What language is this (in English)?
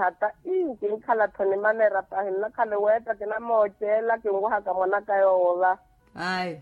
Makhuwa